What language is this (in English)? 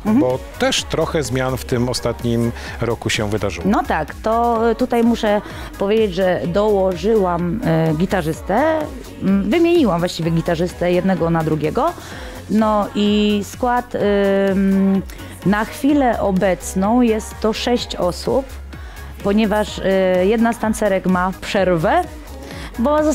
Polish